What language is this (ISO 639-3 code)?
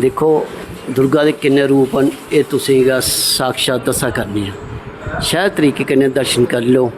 doi